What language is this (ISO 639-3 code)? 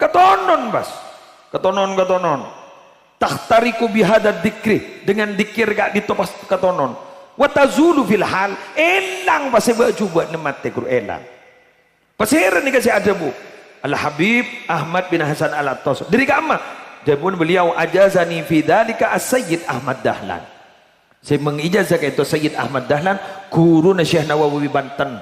mad